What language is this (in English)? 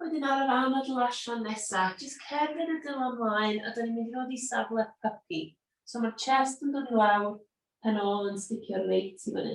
Welsh